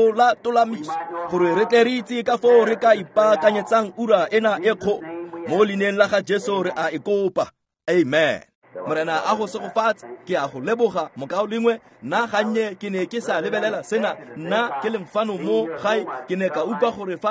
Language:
Tswana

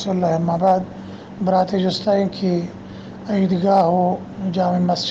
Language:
Baluchi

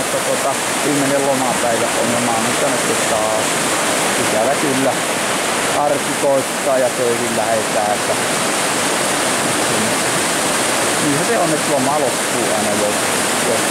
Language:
Finnish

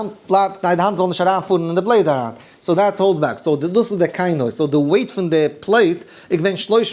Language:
Yiddish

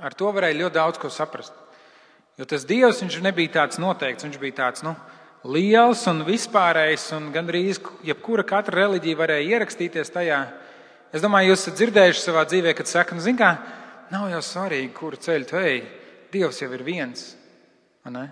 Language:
Latvian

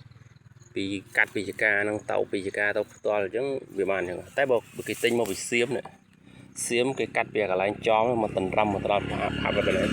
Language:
Khmer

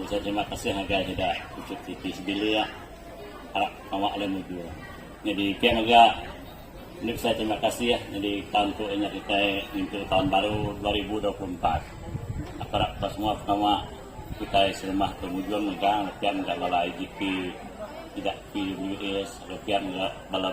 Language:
Iban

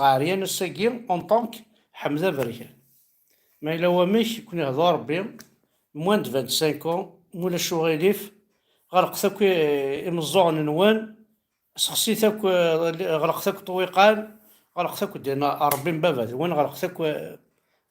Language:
Kabyle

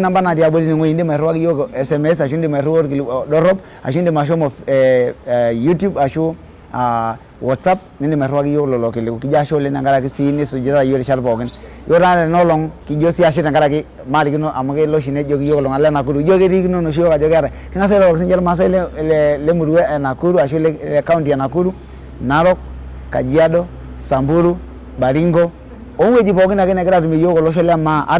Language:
Masai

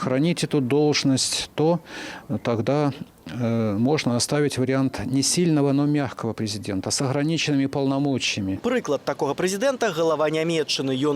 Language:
Belarusian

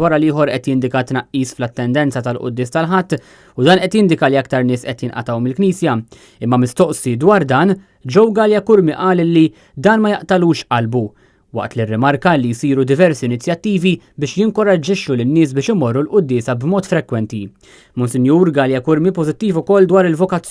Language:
Maltese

